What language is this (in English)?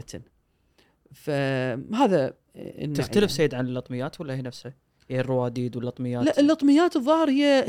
Gulf Arabic